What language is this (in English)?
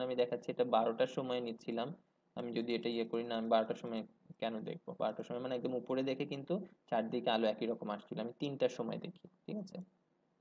Bangla